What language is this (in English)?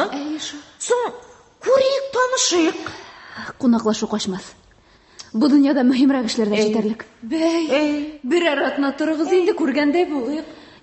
Tatar